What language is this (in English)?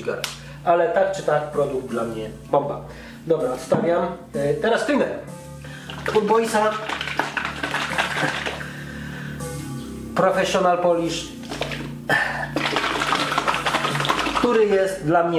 Polish